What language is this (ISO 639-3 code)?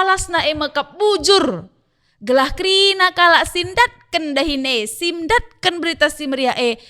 btx